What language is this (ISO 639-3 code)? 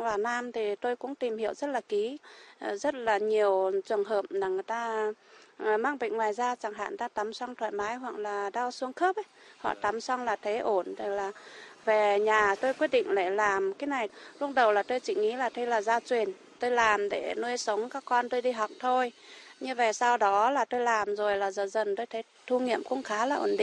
vie